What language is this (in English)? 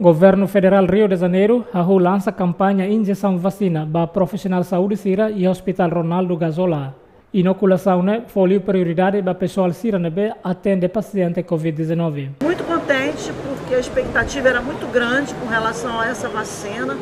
Tetum